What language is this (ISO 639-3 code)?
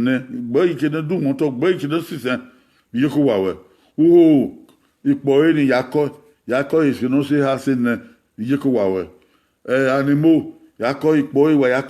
bin